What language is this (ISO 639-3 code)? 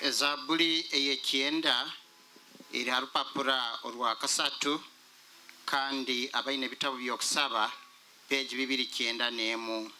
nyo